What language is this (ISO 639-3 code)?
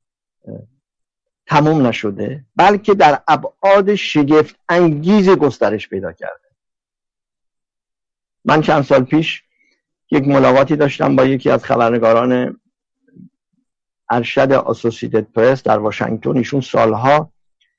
fas